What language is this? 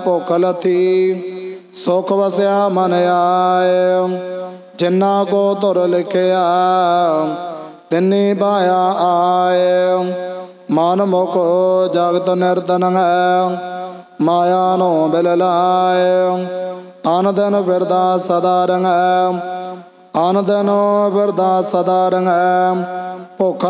Punjabi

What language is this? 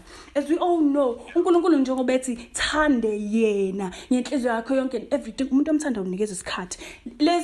Zulu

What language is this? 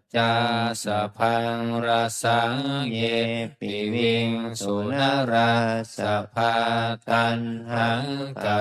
Pali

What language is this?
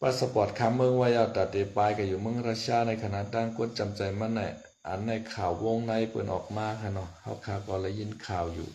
Shan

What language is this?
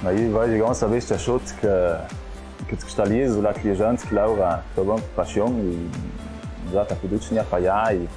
Ladin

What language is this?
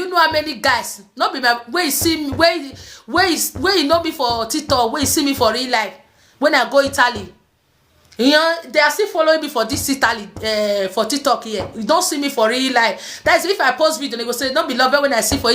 Nigerian Pidgin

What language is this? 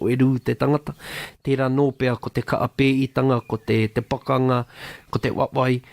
Māori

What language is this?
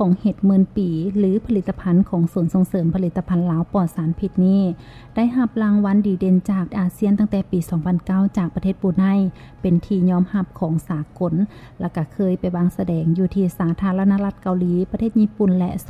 Lao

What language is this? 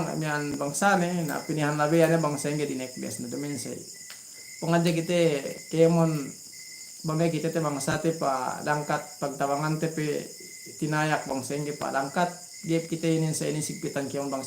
Yakan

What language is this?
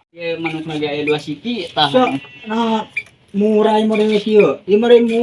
Sundanese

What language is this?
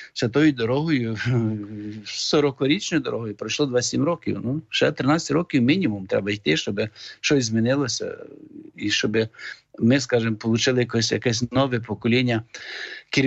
Ukrainian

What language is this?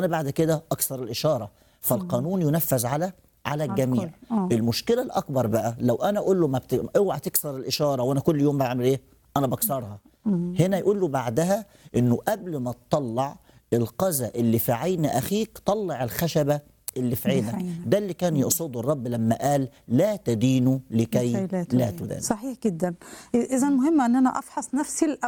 Egyptian Arabic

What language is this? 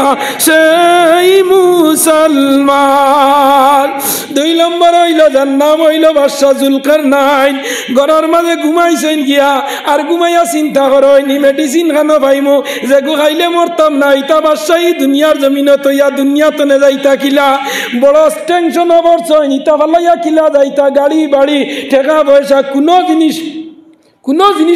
Sylheti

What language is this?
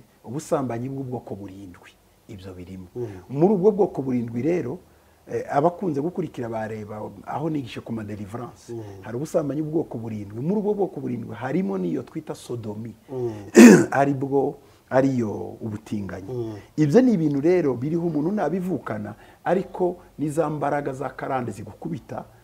Kinyarwanda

